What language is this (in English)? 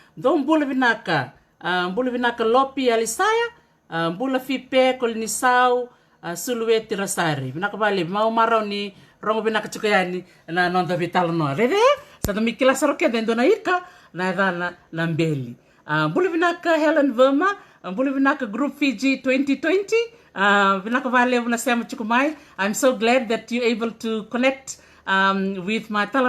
Fijian